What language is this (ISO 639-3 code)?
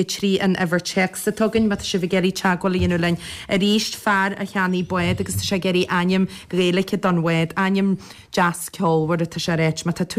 gle